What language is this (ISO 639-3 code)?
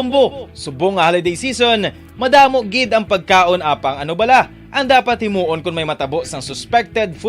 hil